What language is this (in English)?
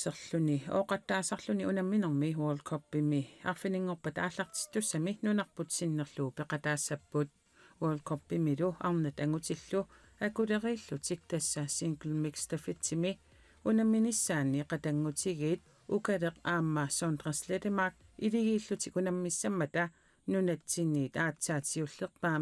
Kalaallisut